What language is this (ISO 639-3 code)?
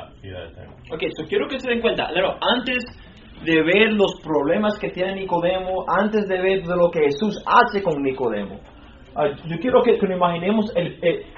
spa